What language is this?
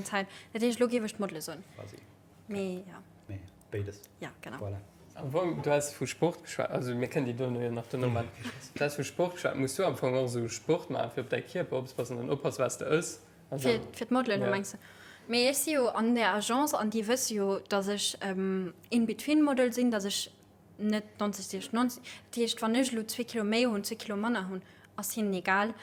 Luxembourgish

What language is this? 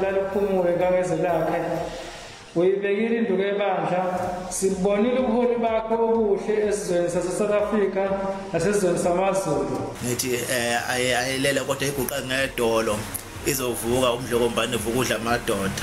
Zulu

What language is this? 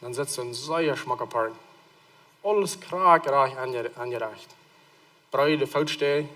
Plautdietsch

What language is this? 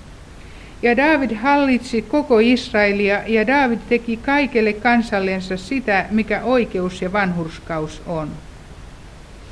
Finnish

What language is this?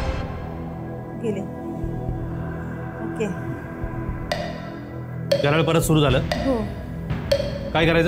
Marathi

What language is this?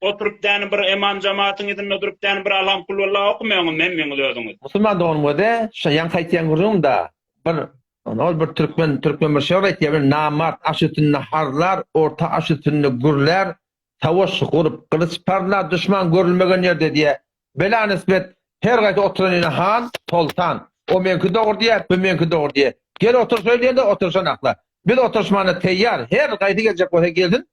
Turkmen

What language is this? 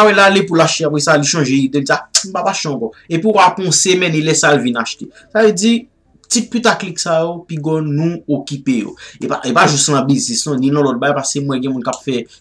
Haitian Creole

